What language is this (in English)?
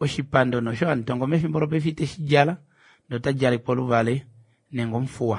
Kuanyama